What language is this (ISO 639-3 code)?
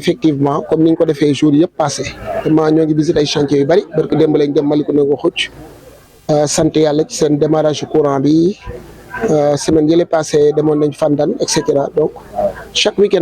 wol